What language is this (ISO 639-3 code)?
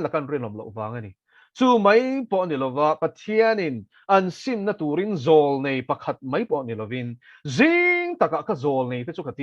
lus